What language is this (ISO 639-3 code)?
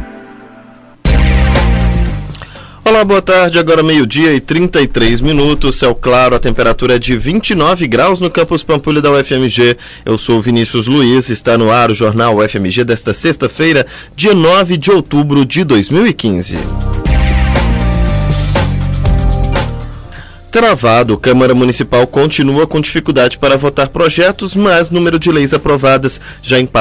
por